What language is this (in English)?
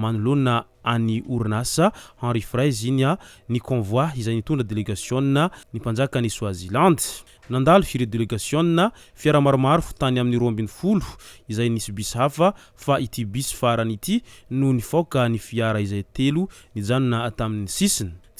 Malagasy